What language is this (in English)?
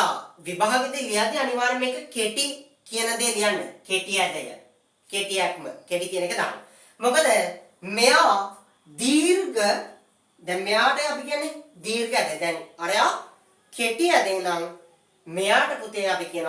Sinhala